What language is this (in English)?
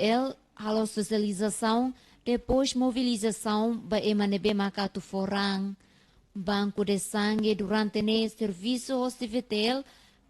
Tetum